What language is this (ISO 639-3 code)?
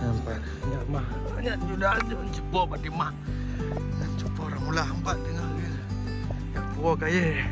ace